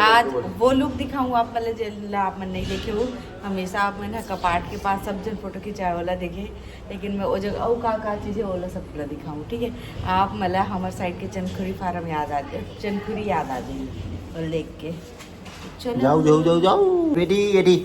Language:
Chhattisgarhi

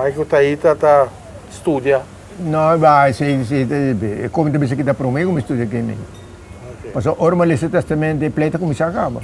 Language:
Papiamento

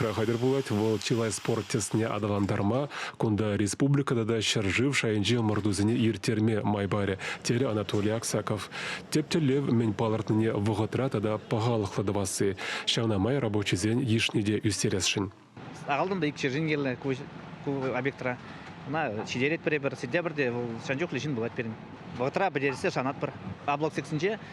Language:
Chuvash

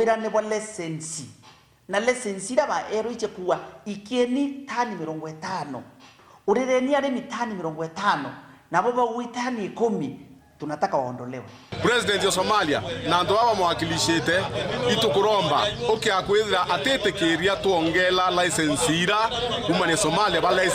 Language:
Meru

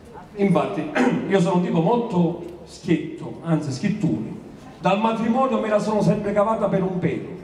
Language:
Sicilian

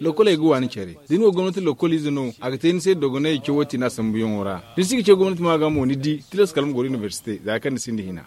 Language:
Zarma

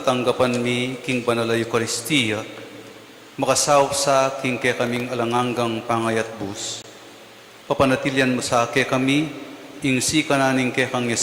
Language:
Pampanga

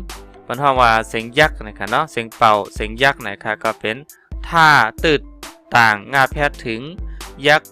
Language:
Shan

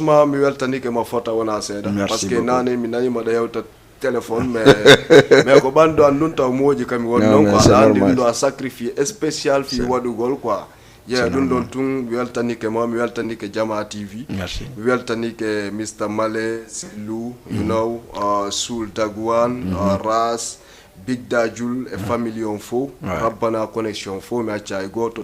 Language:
Fula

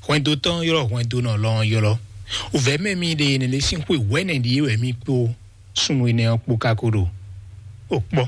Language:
Fon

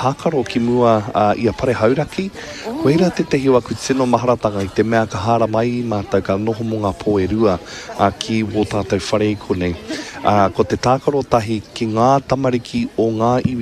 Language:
Māori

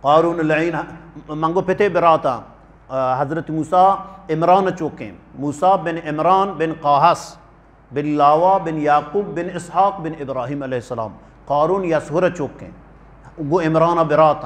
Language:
Eastern Balochi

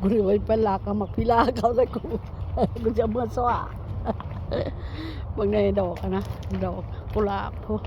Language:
Lao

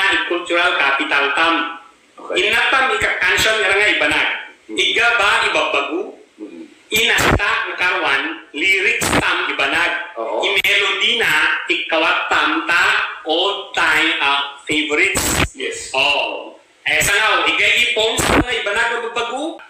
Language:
Ibanag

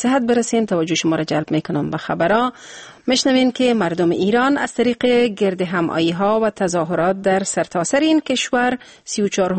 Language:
Persian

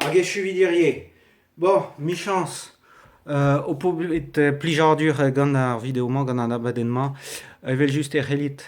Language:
Breton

